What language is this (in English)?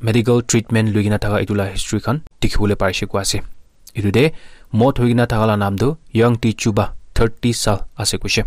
Naga Pidgin